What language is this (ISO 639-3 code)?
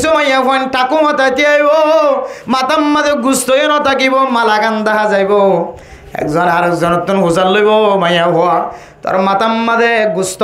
rhg